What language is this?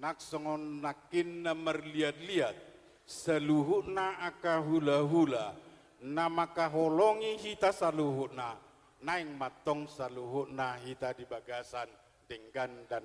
Batak Toba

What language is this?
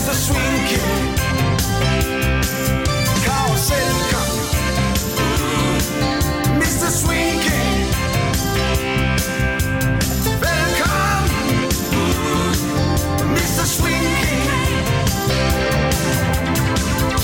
Danish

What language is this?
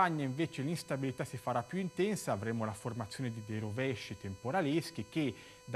Italian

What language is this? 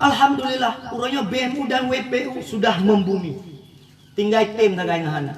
Achinese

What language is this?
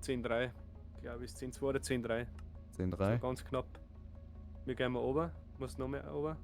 Bavarian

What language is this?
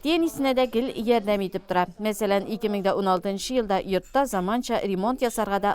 Tatar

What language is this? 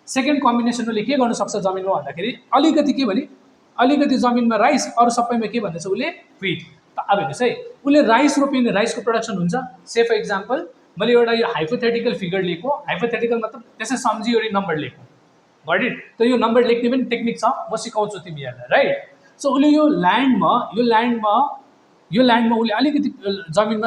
Nepali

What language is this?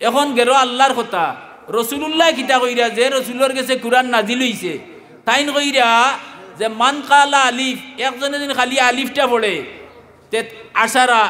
Sylheti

